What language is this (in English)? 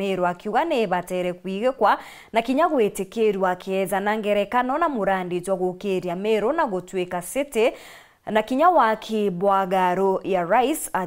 Meru